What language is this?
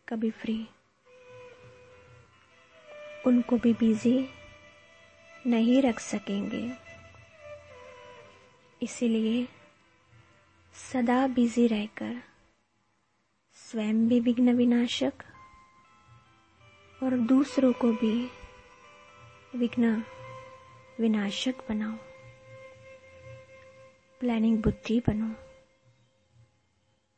Hindi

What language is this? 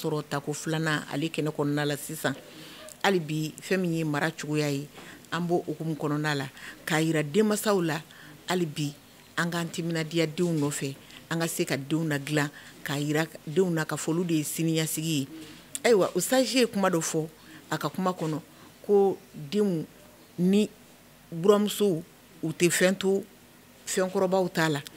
Bambara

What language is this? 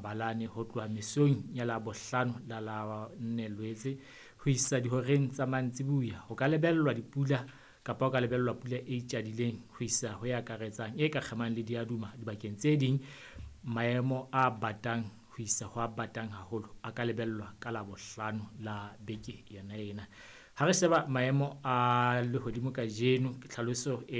Southern Sotho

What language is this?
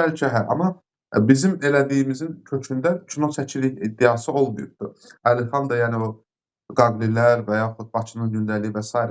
Azerbaijani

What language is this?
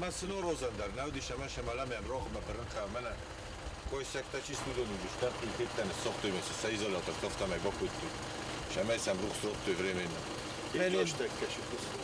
Ossetic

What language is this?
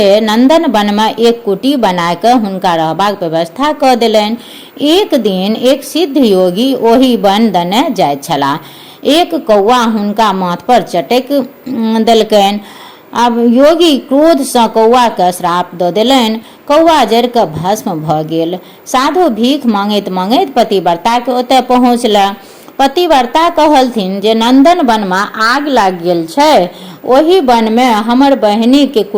Maithili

